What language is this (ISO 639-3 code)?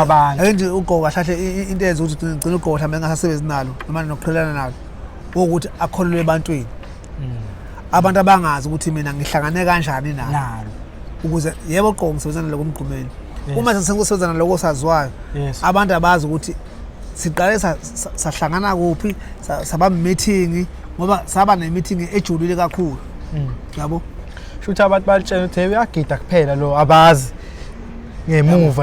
zul